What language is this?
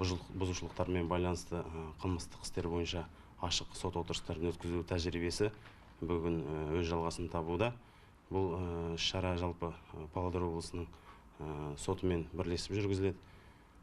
Kazakh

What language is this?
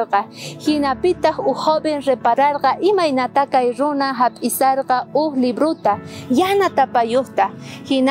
South Bolivian Quechua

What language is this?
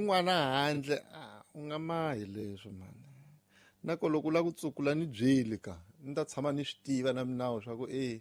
Tsonga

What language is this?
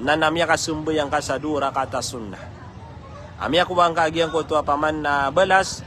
Maranao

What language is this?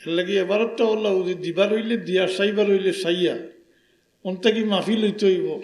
Sylheti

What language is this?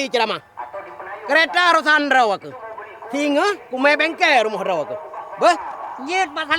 Achinese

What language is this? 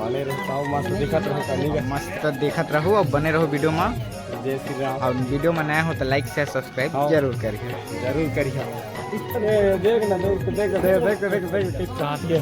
Chhattisgarhi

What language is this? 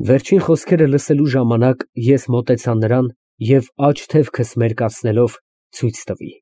Armenian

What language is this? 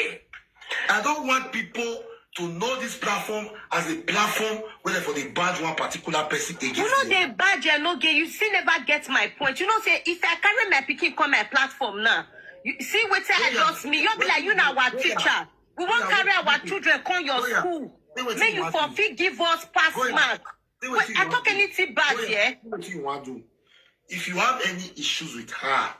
Nigerian Pidgin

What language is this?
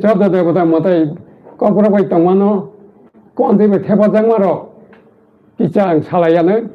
Kok Borok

